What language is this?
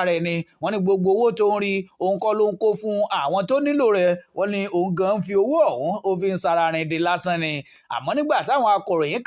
Yoruba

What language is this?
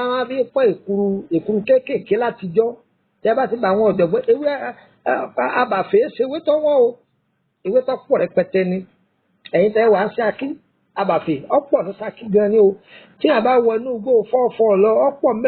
Yoruba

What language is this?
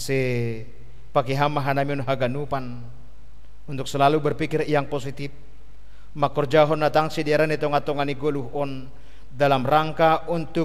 Batak Simalungun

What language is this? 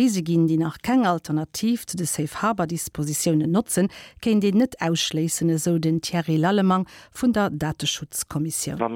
Luxembourgish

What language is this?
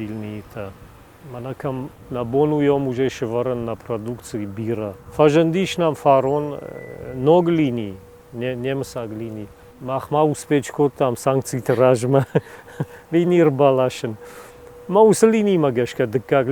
Ossetic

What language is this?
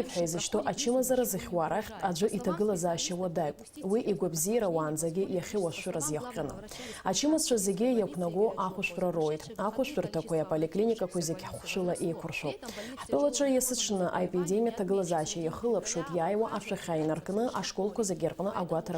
Abkhazian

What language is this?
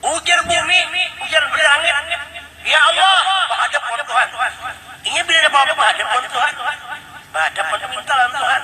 Banjar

